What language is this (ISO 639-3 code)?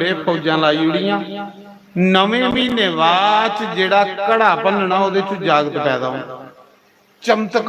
doi